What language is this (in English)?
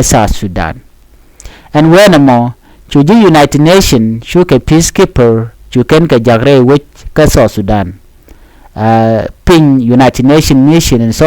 Nuer